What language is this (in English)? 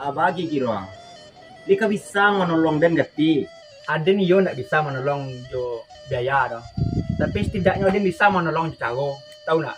Minangkabau